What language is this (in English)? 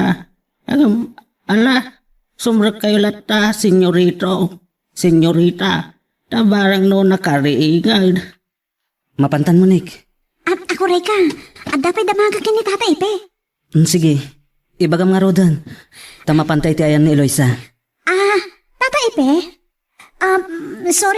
Iloko